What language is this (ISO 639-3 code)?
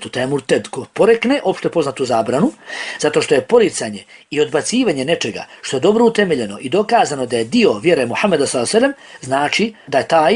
bos